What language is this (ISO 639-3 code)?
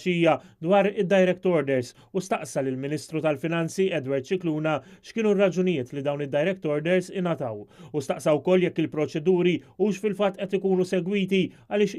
mlt